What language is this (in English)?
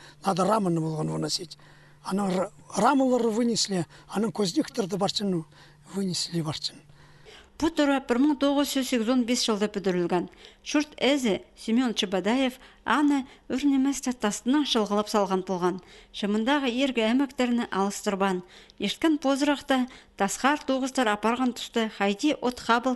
Khakas